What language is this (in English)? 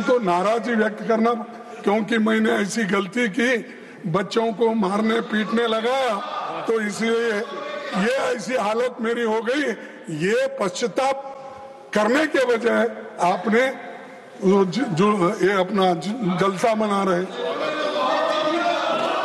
Hindi